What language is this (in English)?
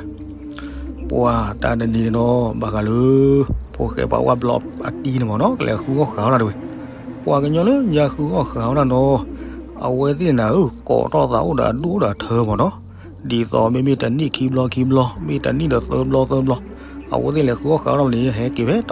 S'gaw Karen